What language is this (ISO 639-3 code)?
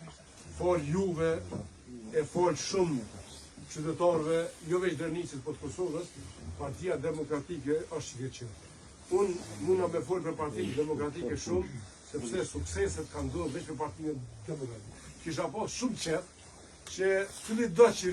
sqi